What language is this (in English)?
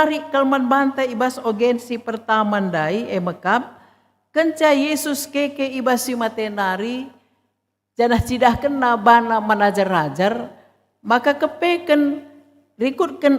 Batak Karo